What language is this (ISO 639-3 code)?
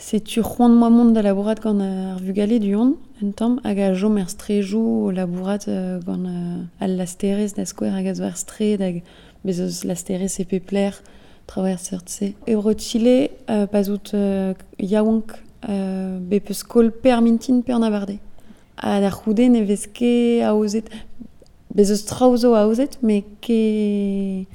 bre